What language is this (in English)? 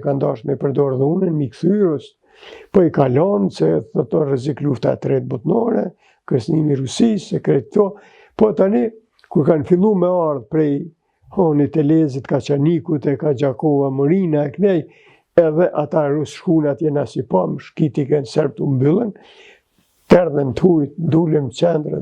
Albanian